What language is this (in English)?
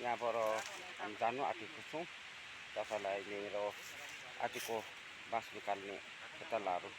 Nepali